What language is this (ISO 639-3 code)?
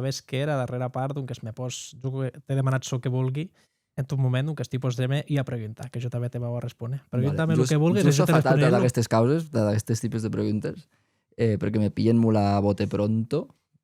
oci